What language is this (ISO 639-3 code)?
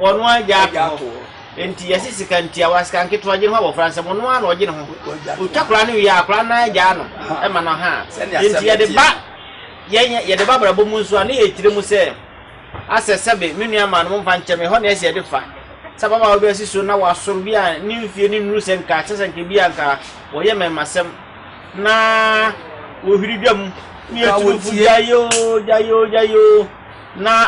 aka